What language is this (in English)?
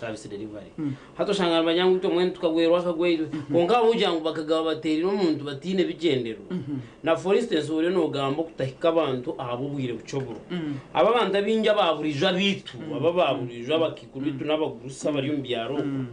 Nyankole